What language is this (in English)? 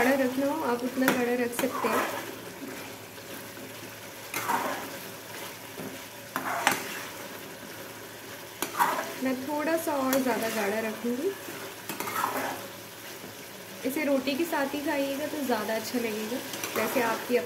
Hindi